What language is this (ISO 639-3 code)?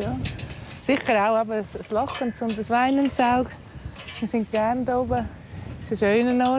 gsw